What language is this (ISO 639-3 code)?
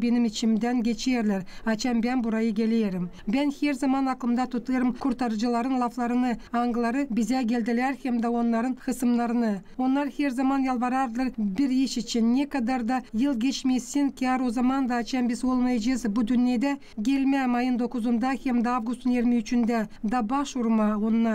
gag